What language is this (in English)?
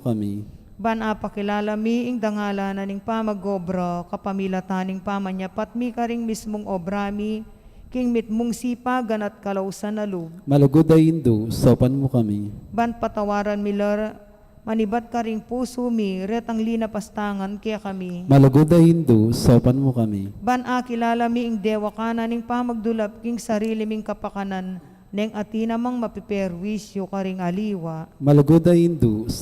Pampanga